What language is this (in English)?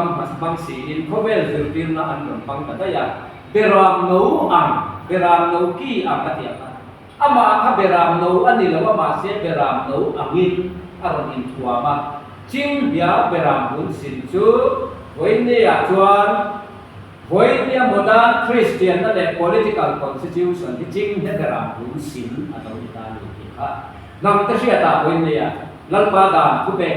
Mizo